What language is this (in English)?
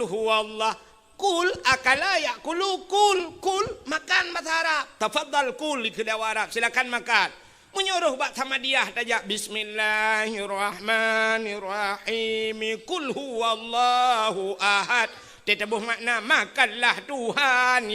Achinese